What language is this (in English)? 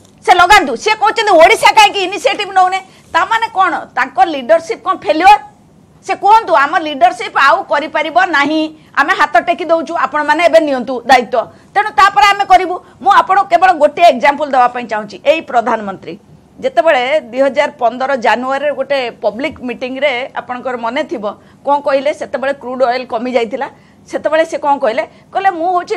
Odia